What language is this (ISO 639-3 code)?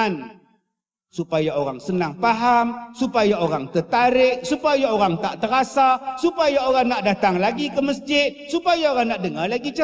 msa